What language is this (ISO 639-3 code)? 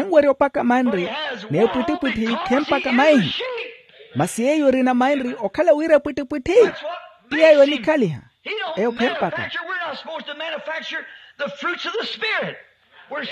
vmw